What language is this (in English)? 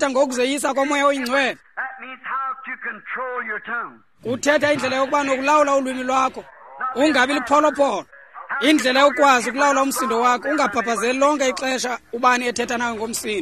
Xhosa